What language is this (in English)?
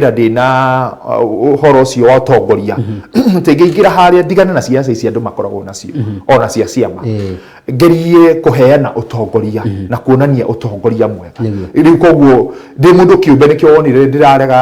Kikuyu